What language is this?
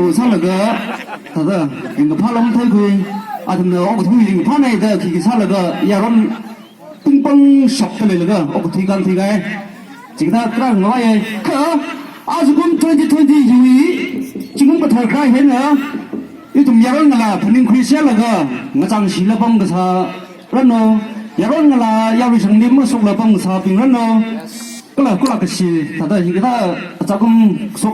Tangkhul Naga (India)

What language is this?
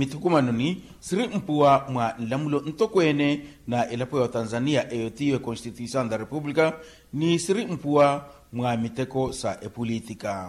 Makhuwa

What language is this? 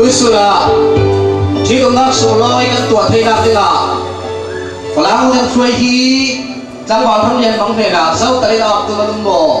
Falam Chin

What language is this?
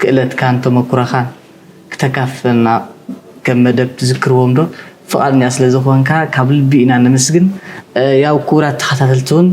Tigrinya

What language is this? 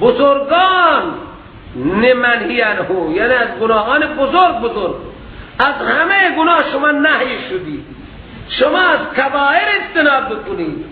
Persian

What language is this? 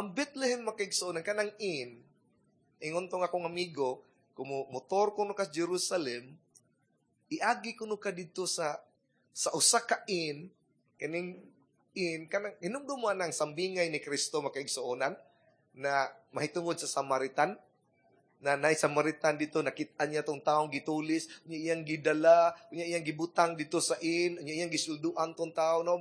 Cebuano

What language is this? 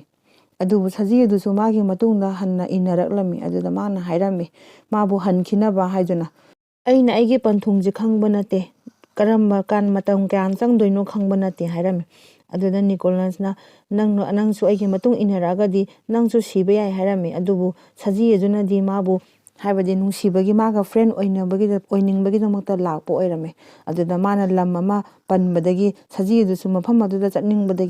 Manipuri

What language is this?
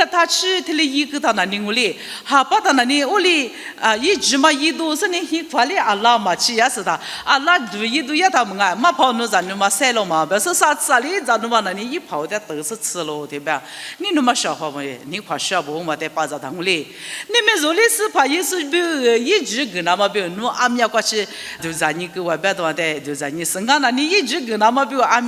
Lisu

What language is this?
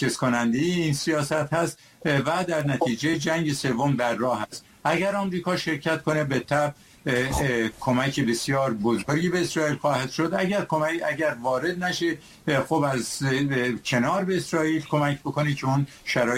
Persian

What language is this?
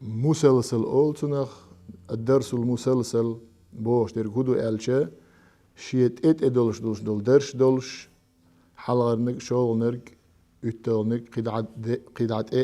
Chechen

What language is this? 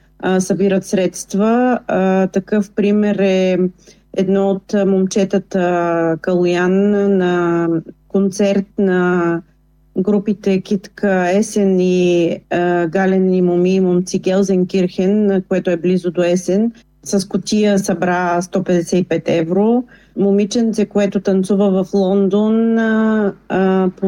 Bulgarian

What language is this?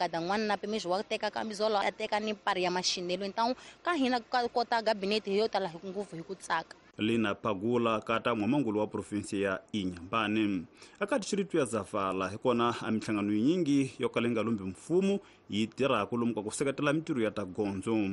Tsonga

